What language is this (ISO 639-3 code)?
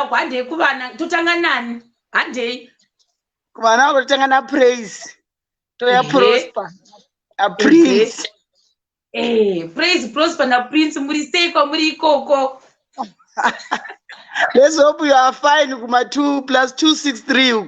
sna